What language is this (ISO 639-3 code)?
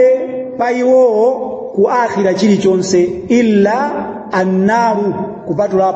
nya